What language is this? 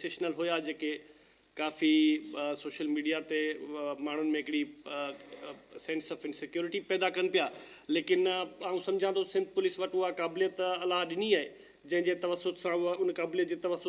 Sindhi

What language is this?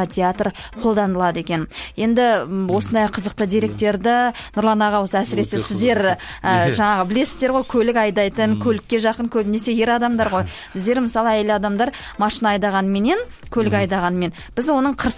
Kazakh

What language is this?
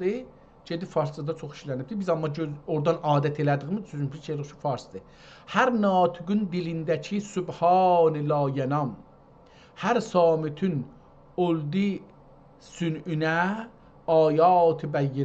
South Azerbaijani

